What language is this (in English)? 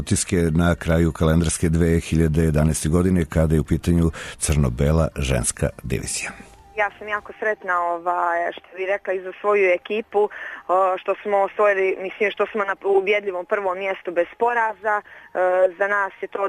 Serbian